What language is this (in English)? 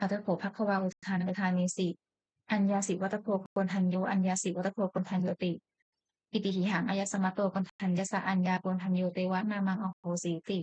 Pali